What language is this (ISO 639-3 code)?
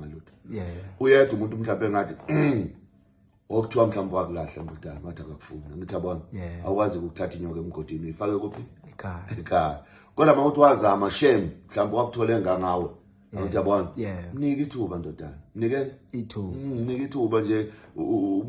zul